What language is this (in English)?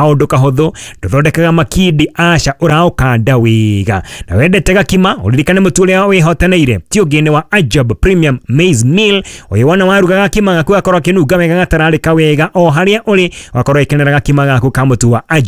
Kikuyu